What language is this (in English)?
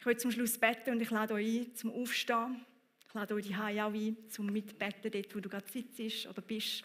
Swiss German